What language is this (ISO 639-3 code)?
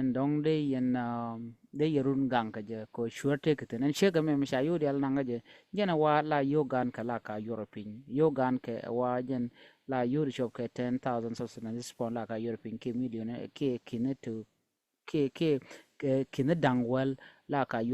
nus